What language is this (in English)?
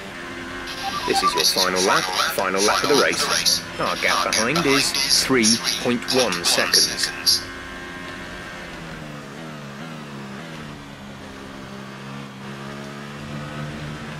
Danish